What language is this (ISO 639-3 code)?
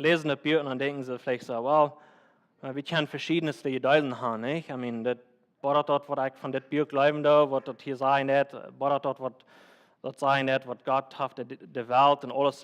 pdt